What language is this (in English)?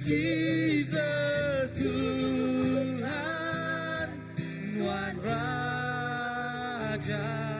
Iban